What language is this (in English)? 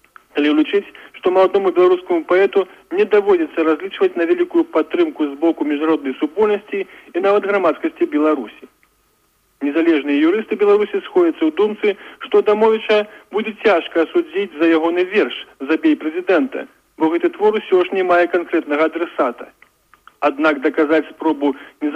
Belarusian